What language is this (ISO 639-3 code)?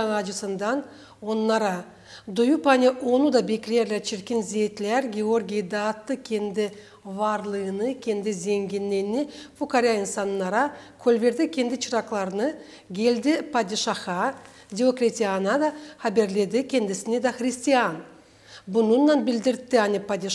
gag